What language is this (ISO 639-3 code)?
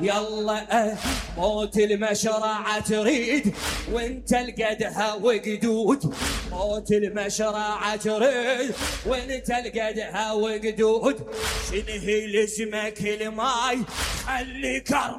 acm